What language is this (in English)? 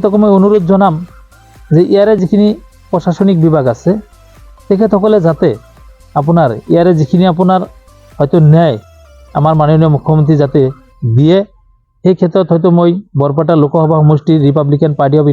Assamese